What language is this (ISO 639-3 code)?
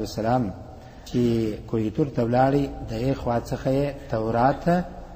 pus